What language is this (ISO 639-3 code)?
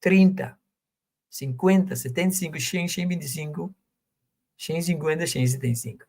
pap